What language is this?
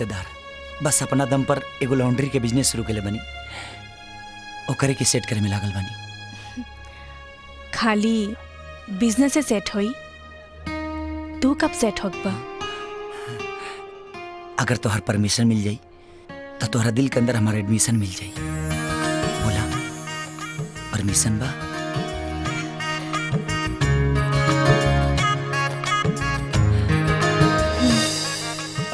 Bhojpuri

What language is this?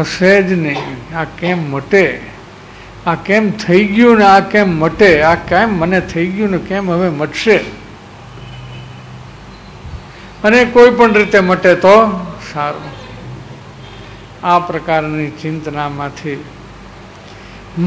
Gujarati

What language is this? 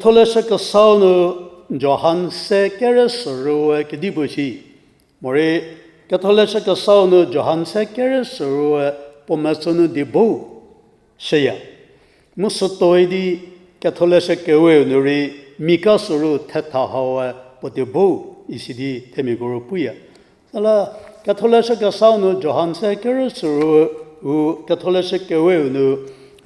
Angami Naga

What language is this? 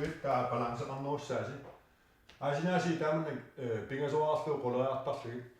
Kalaallisut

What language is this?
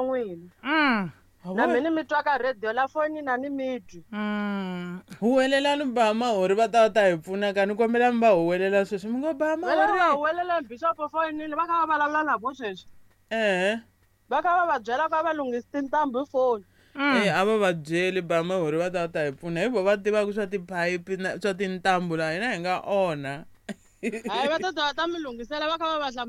Tsonga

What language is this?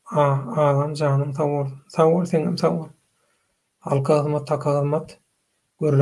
Turkmen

